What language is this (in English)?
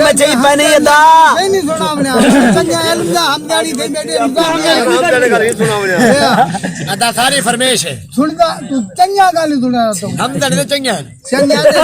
Saraiki